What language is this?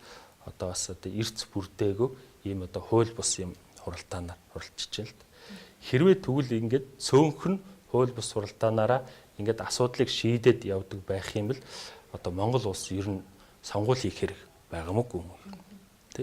Mongolian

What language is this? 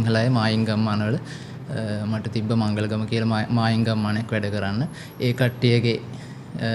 Sinhala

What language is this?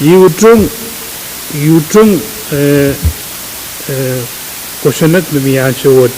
Pohnpeian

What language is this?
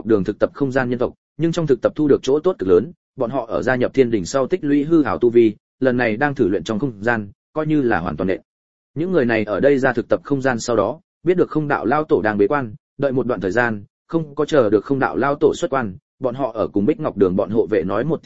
Vietnamese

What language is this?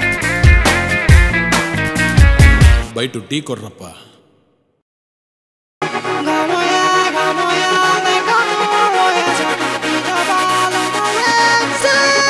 Kannada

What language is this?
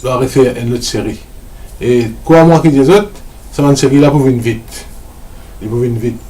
Morisyen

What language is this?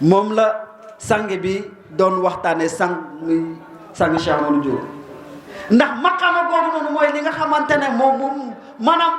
Wolof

